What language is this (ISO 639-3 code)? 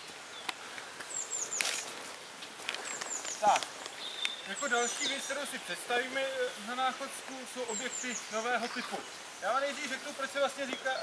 ces